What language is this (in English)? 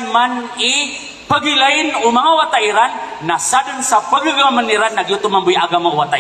Maranao